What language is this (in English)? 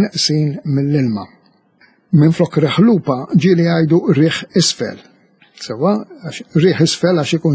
Maltese